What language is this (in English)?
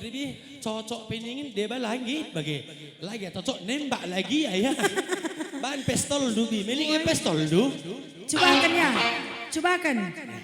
Batak Karo